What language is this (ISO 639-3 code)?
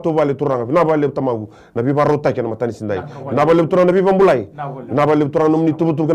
fij